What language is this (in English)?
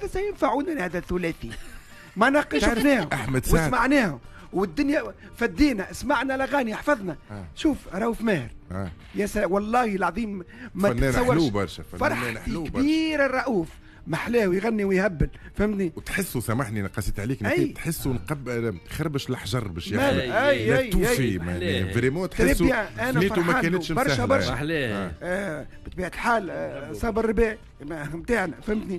Tunisian Arabic